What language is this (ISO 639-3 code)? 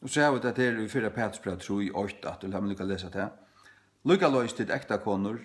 fao